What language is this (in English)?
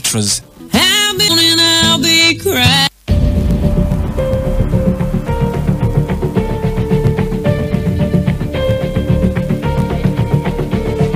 Kinyarwanda